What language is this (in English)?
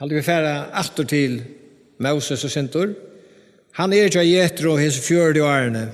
Faroese